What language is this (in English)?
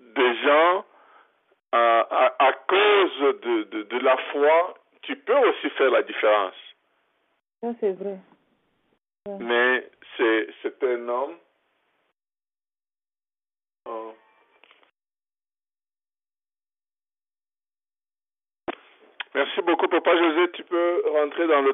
French